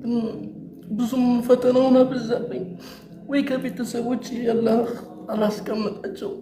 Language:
Amharic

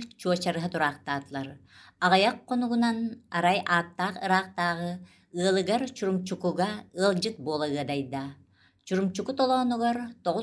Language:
Yakut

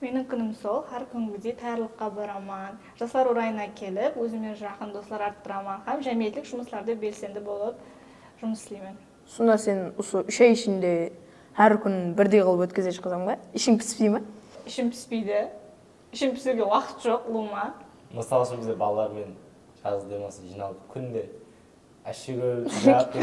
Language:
Kara-Kalpak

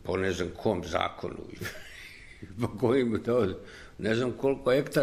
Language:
Serbian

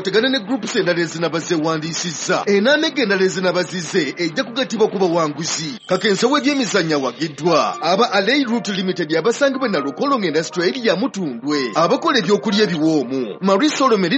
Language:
Ganda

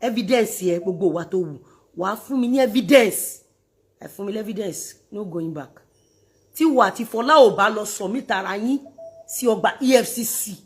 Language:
Yoruba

